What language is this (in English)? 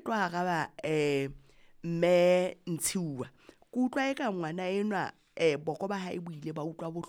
Southern Sotho